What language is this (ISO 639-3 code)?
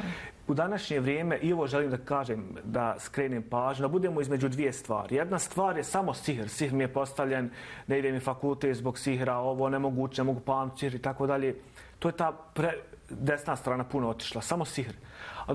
bos